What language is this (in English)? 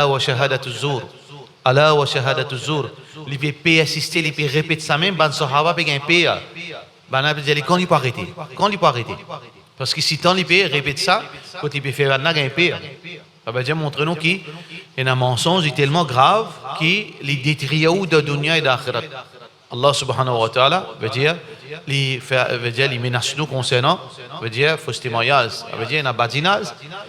Morisyen